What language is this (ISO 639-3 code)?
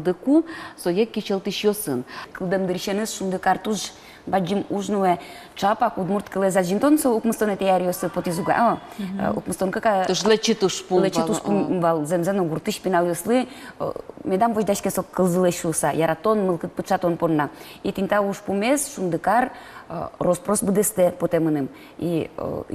udm